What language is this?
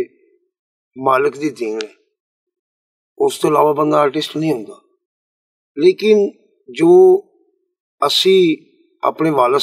Punjabi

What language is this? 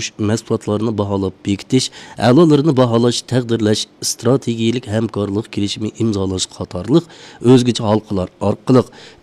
Uyghur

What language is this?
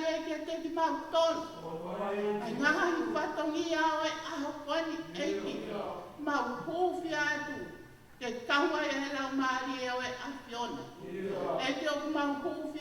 Tongan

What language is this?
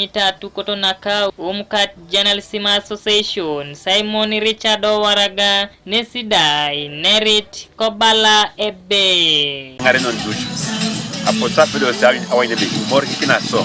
Teso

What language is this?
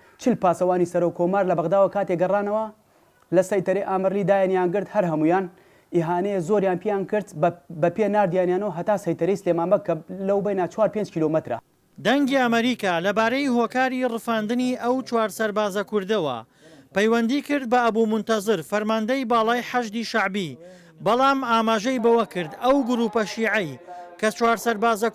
Central Kurdish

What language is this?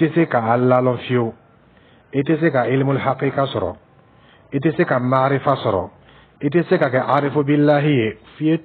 Dyula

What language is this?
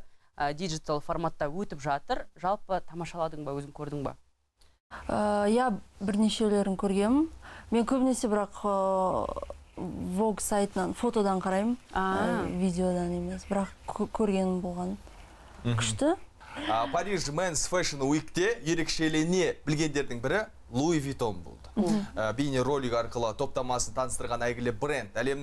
Kazakh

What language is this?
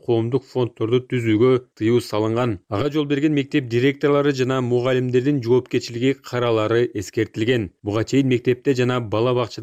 Kyrgyz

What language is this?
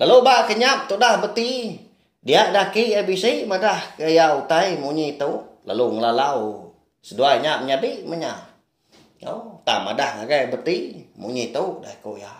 Iban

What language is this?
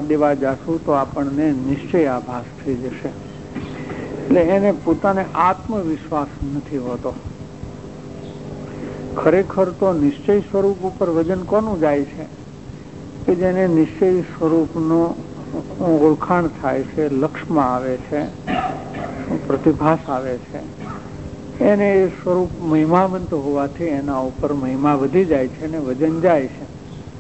Gujarati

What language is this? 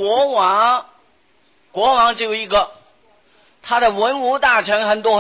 Chinese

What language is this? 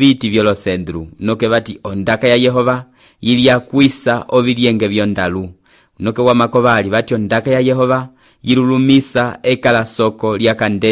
Umbundu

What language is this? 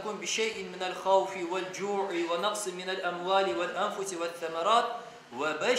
Crimean Tatar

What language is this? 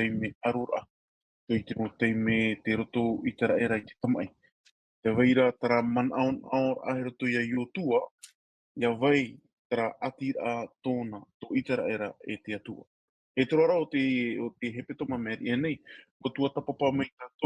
Tahitian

